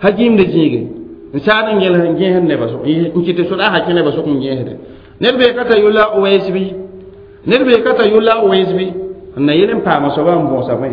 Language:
Mossi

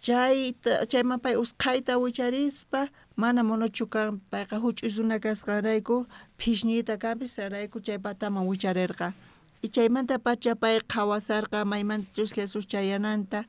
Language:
South Bolivian Quechua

